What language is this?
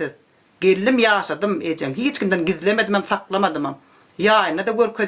Turkmen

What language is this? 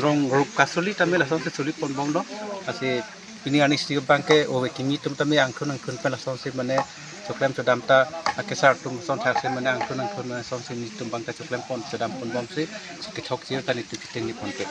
Karbi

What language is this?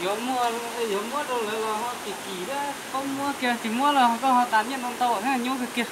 Hmong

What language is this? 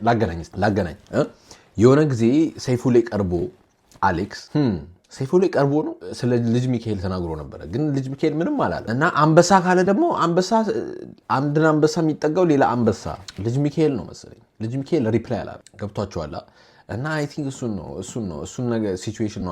Amharic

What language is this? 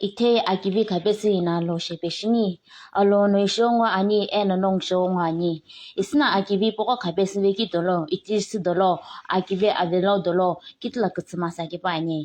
Naga Pidgin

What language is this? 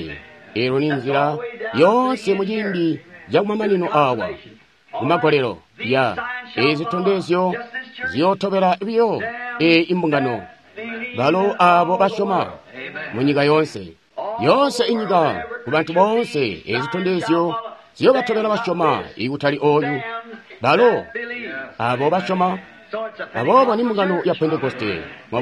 Tonga (Zambia)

